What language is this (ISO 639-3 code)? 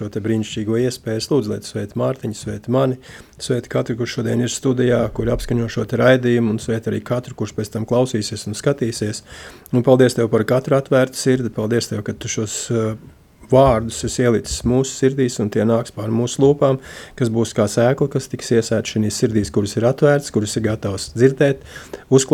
lav